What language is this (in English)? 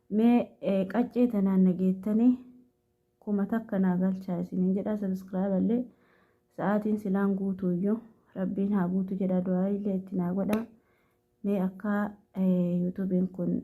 Oromo